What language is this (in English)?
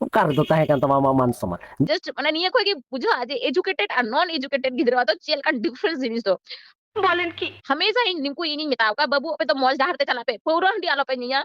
Santali